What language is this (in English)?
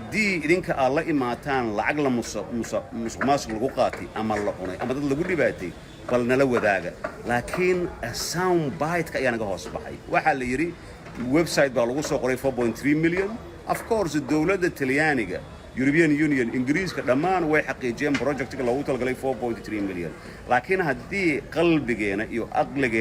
Somali